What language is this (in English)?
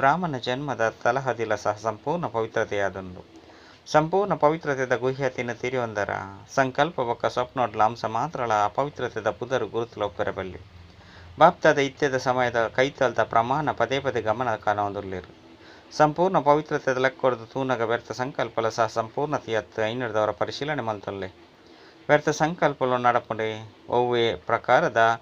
Tulu